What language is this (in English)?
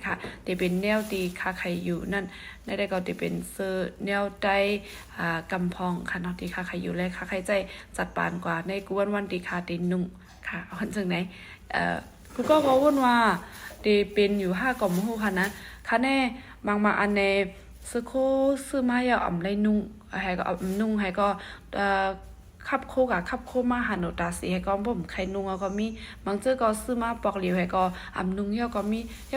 Shan